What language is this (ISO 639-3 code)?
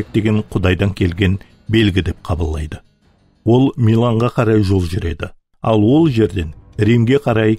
kaa